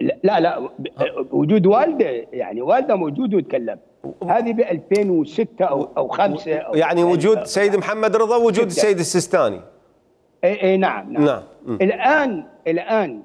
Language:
Mesopotamian Arabic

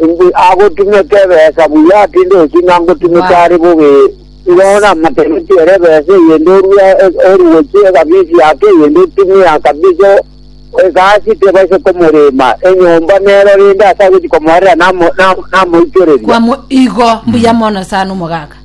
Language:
Gusii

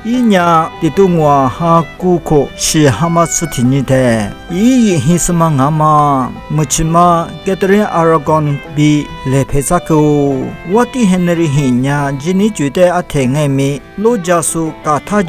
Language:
Lisu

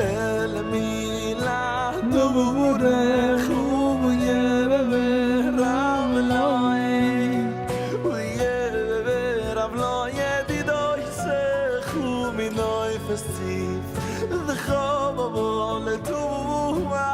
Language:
Yiddish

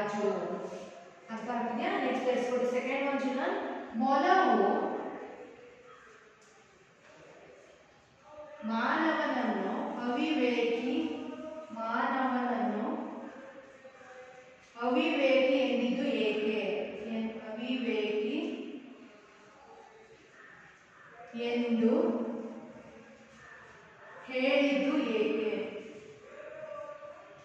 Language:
Kannada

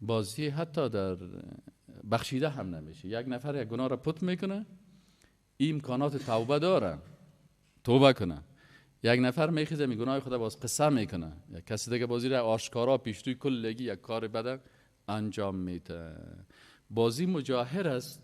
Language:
Persian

